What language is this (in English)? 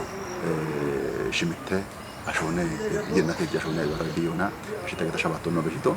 Kafa